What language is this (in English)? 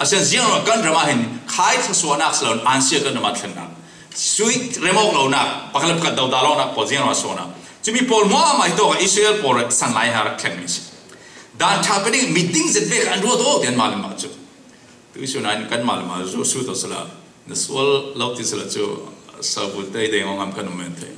Falam Chin